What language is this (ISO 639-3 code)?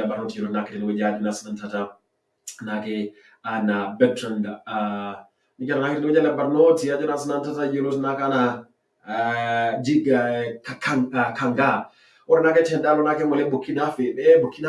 mas